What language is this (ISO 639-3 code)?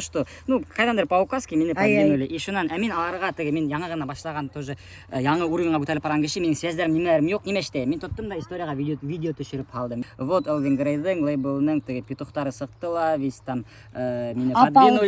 bak